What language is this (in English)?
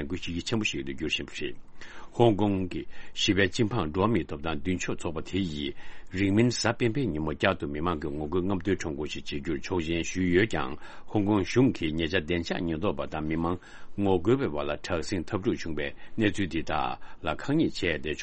Tibetan